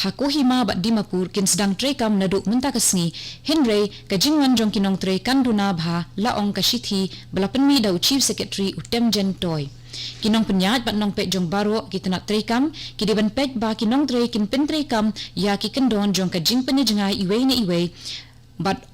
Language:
Khasi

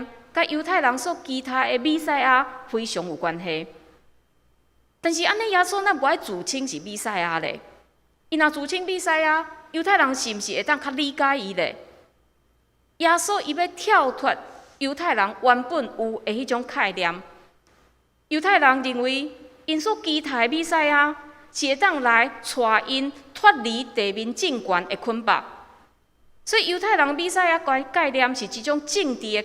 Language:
Min Nan Chinese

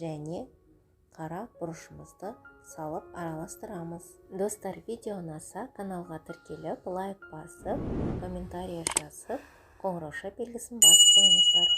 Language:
Kazakh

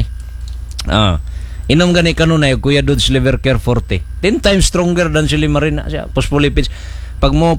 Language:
Cebuano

